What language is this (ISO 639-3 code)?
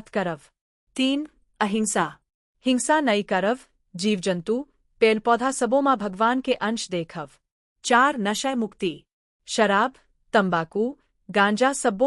hne